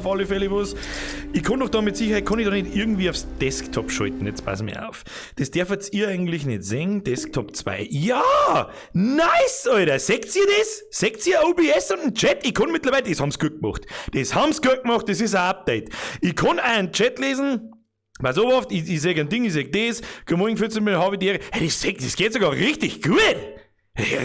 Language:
Bavarian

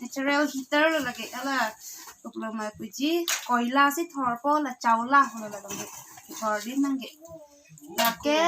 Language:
Karbi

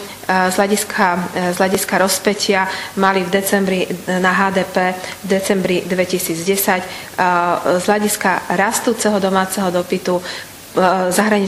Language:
Slovak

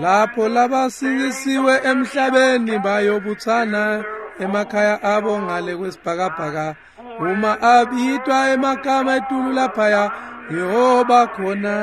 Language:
Swati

